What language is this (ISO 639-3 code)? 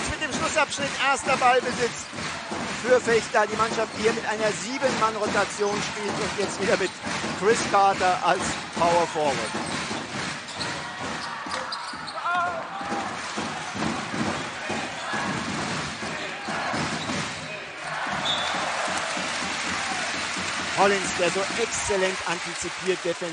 deu